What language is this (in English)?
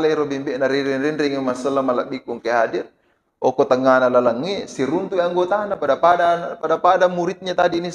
Buginese